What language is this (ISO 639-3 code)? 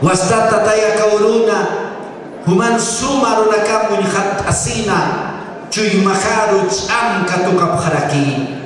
aym